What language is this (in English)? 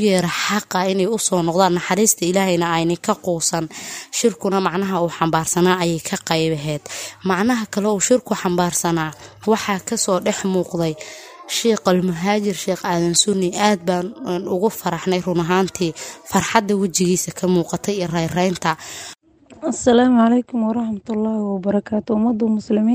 Somali